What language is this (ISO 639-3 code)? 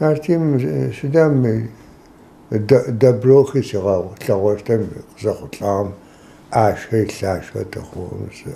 ady